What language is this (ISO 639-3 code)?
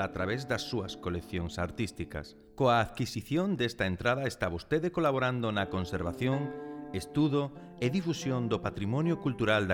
glg